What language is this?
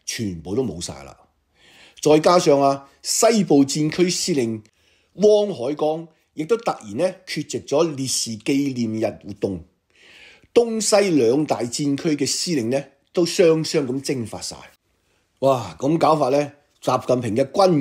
Cantonese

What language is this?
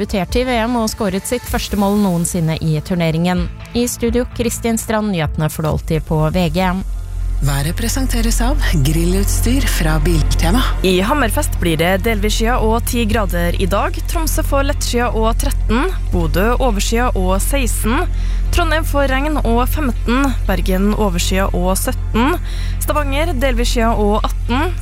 Norwegian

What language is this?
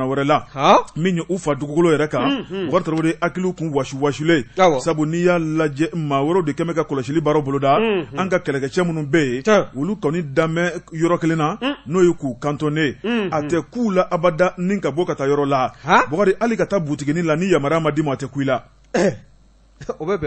Bambara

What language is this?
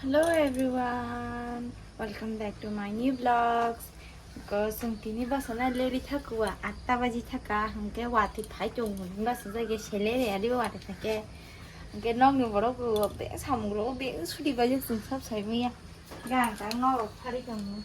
Kok Borok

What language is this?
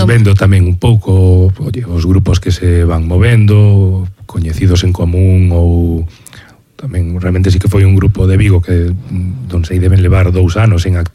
Galician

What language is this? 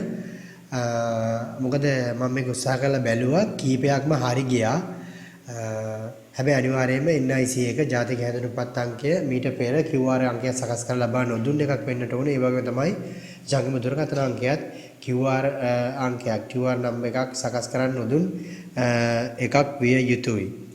Sinhala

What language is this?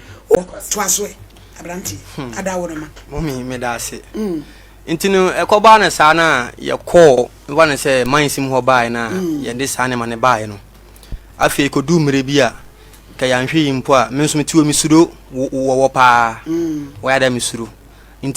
Akan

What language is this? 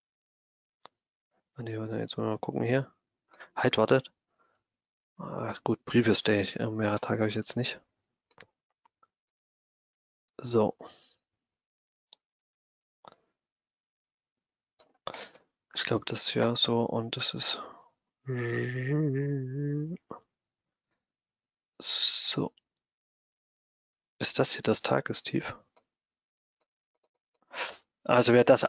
German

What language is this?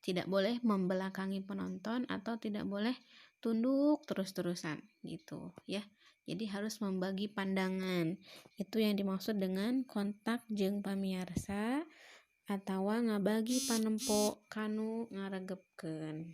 Sundanese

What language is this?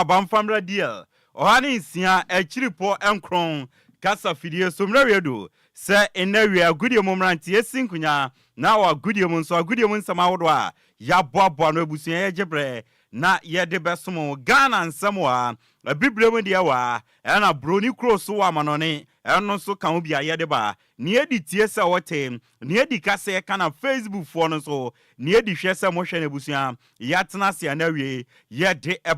Akan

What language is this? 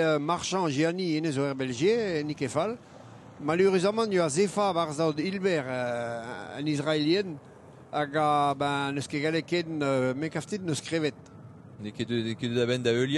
Breton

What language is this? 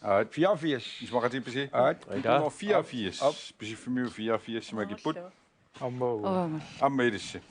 Kalaallisut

